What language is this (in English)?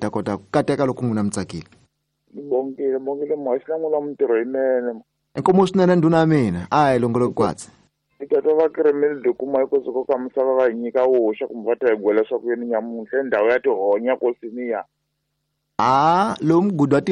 Tsonga